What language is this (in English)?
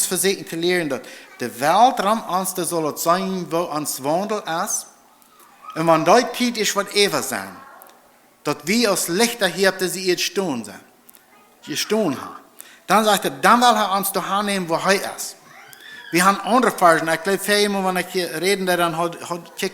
Plautdietsch